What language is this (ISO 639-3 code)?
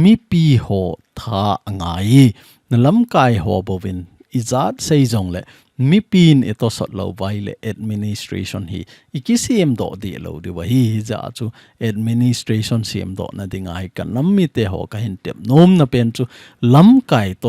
tcz